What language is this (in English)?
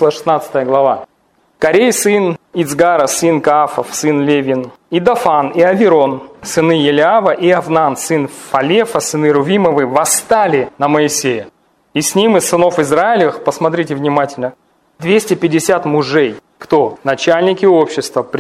Russian